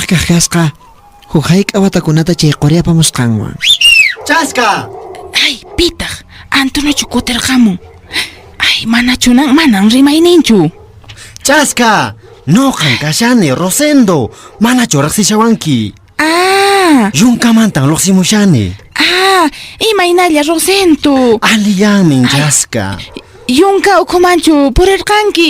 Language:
Quechua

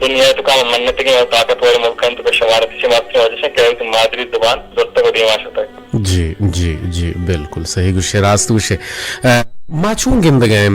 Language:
Eastern Balochi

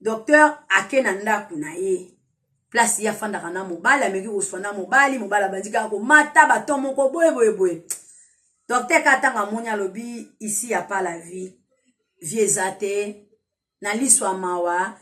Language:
Lingala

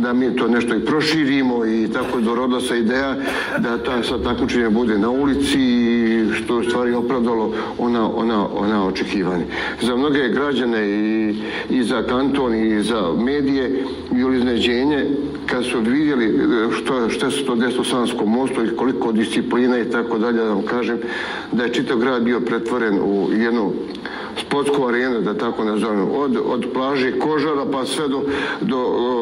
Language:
Bosnian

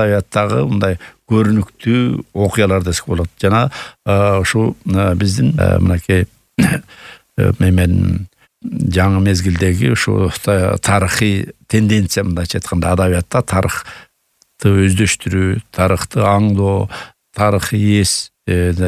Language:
Kyrgyz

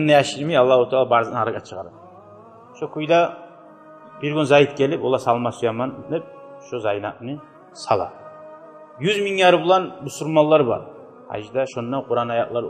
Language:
Kumyk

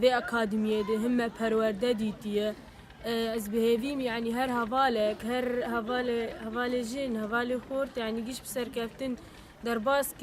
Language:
Kurdish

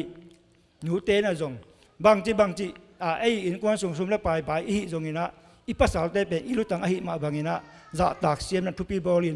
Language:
Tedim Chin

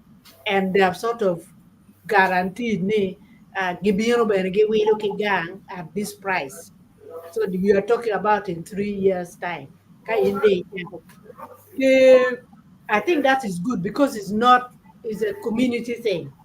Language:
Acoli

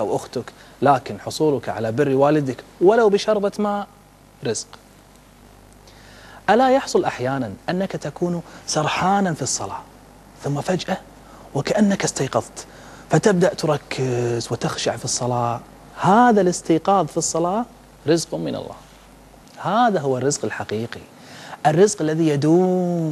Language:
Arabic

